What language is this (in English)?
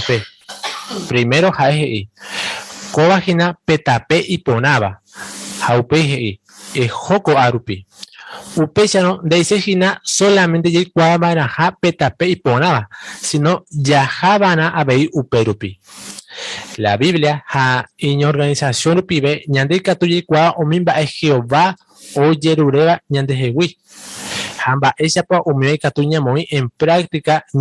Guarani